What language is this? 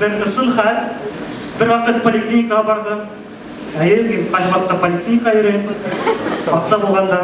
Bashkir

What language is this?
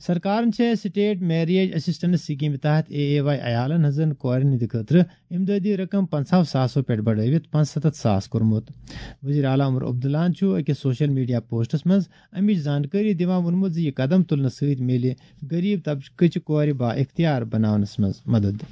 Kashmiri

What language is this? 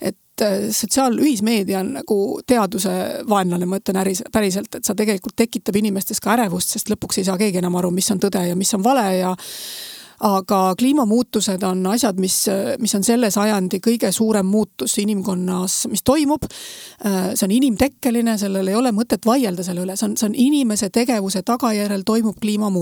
Estonian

